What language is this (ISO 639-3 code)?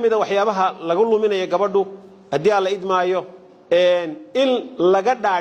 som